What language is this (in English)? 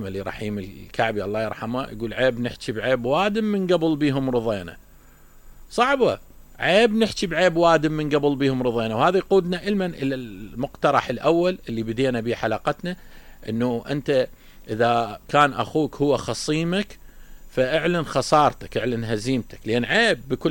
Mesopotamian Arabic